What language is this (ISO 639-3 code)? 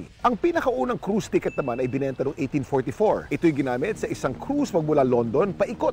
fil